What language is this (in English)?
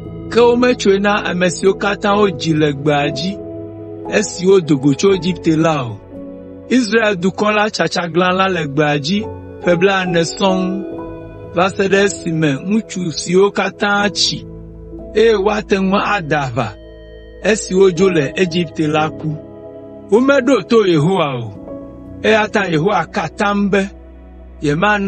Ewe